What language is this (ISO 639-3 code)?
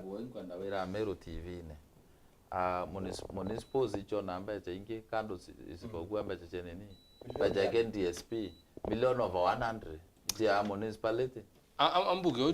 mer